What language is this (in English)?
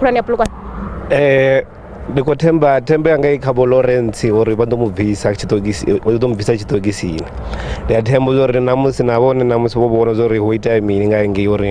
Venda